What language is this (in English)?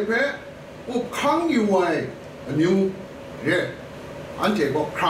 Kachin